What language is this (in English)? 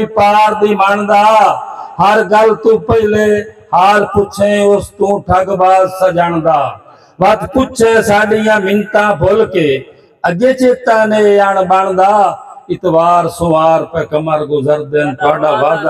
Saraiki